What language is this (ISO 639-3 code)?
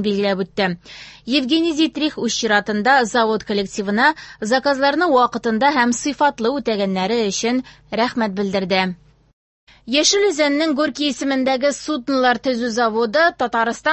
tat